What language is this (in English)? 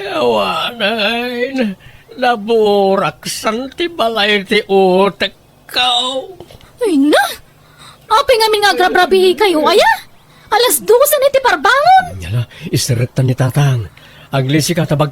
Iloko